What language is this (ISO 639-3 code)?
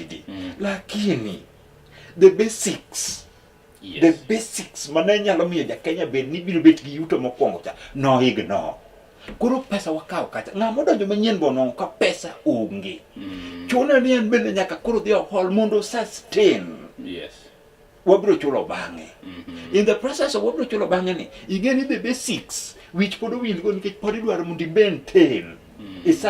luo